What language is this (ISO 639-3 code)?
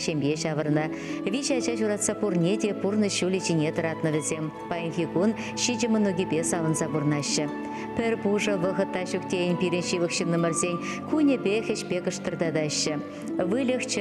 chv